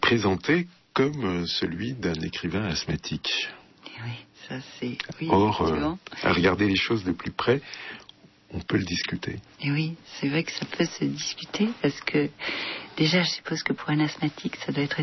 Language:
French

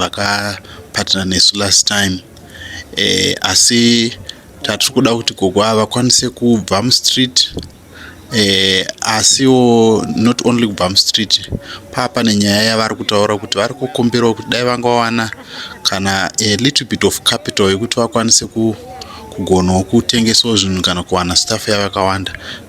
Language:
Shona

